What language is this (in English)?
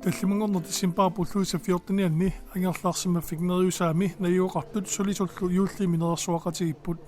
Kalaallisut